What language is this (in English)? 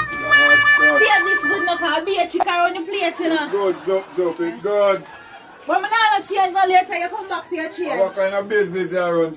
Jamaican Creole English